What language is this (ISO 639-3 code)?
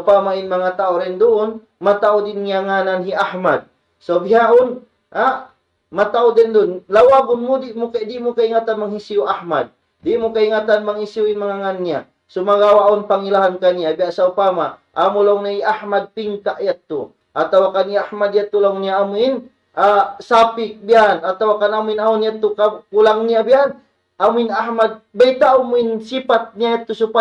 tsg